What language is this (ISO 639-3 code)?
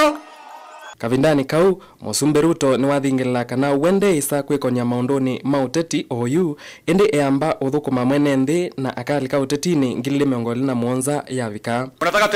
kam